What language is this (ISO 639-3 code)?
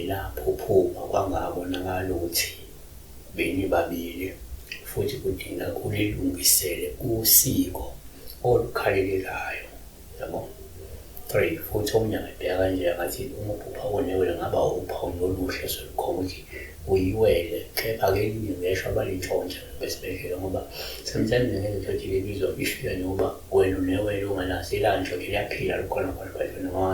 zul